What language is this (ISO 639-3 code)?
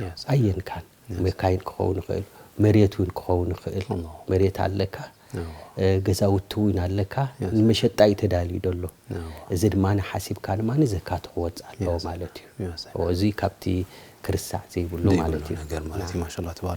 tir